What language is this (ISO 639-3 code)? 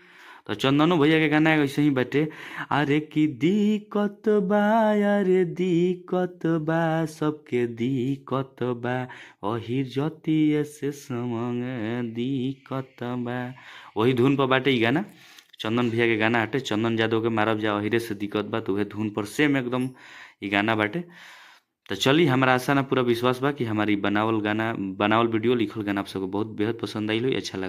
bho